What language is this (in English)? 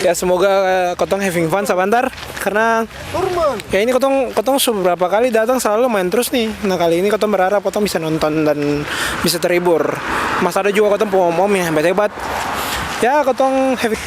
Ambonese Malay